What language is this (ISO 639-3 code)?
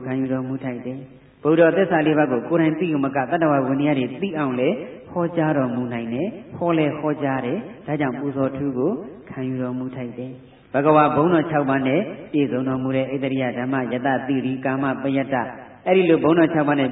mya